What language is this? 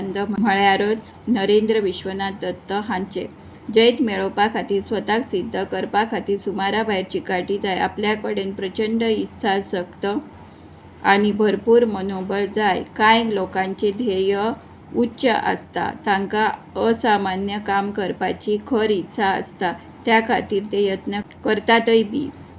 Konkani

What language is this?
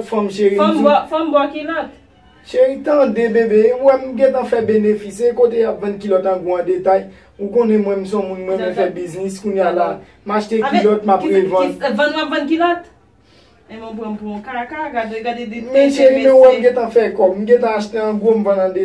Haitian Creole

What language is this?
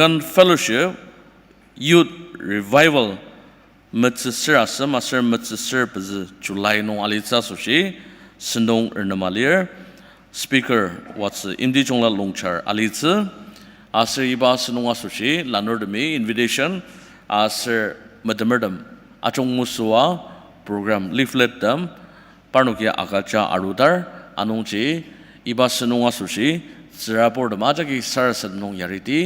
Ao Naga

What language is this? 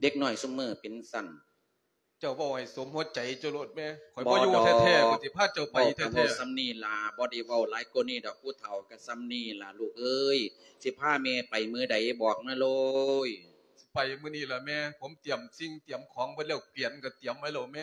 Lao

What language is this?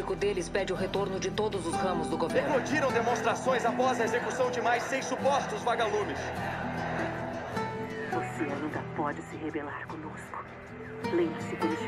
Portuguese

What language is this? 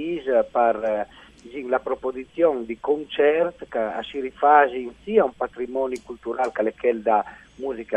Friulian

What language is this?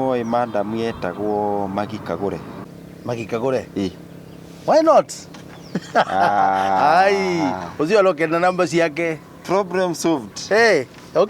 Kikuyu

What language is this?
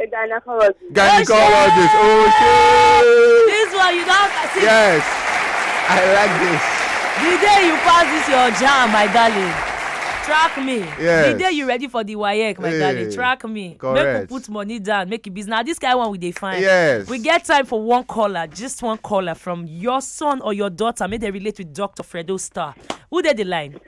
Nigerian Pidgin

